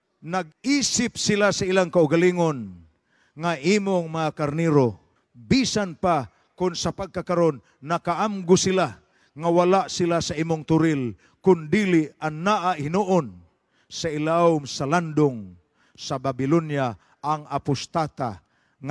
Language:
Cebuano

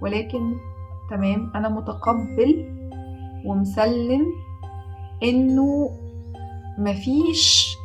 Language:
Egyptian Arabic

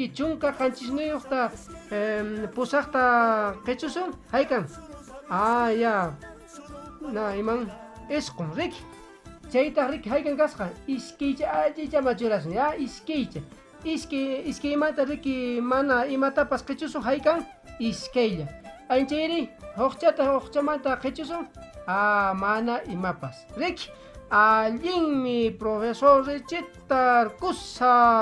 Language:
Quechua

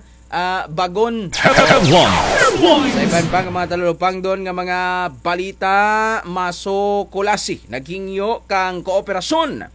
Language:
Hiligaynon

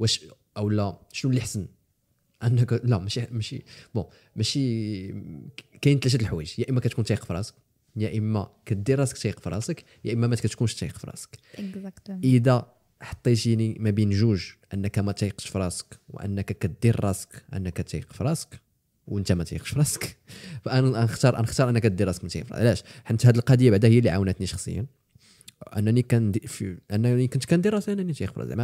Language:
Moroccan Arabic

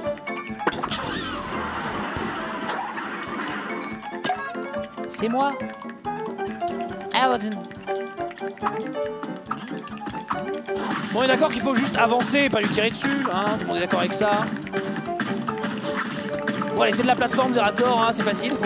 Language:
French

